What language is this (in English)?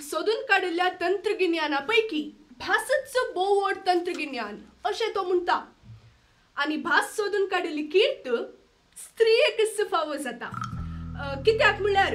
Konkani